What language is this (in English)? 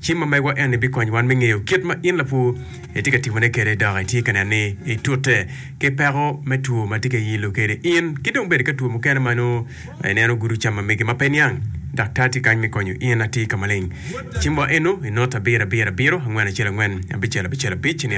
Acoli